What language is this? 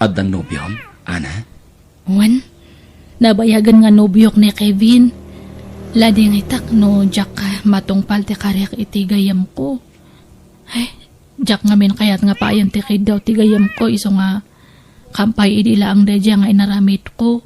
Iloko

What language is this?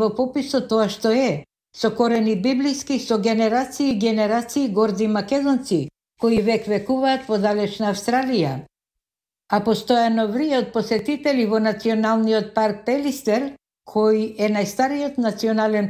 Macedonian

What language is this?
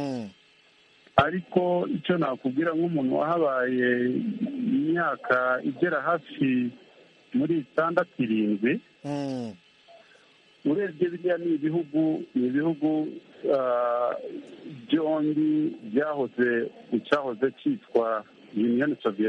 Kinyarwanda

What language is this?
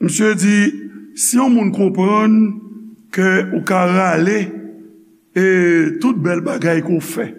Haitian Creole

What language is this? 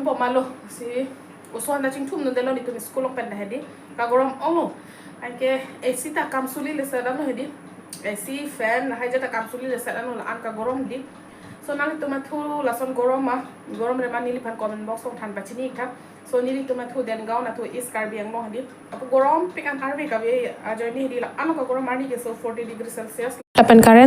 Karbi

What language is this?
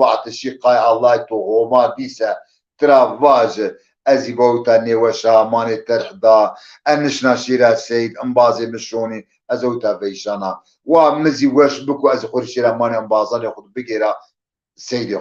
Zaza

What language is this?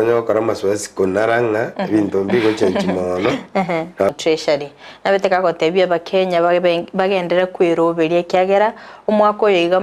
Gusii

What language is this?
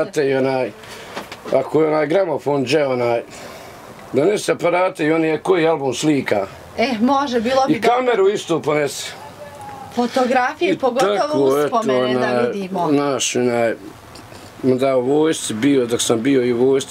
Bosnian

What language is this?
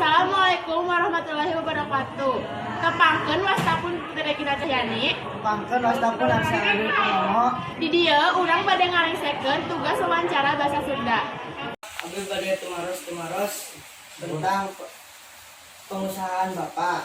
Sundanese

